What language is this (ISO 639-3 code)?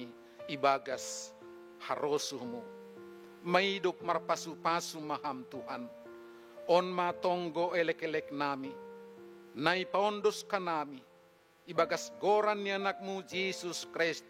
bts